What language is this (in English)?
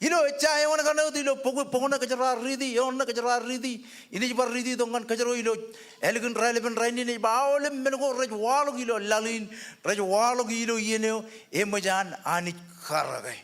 Marshallese